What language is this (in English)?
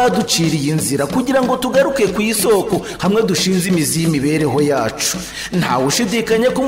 Kinyarwanda